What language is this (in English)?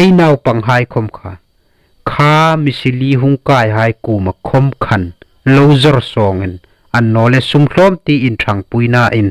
Hmar